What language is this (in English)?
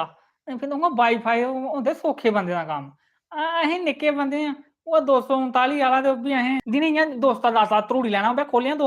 Dogri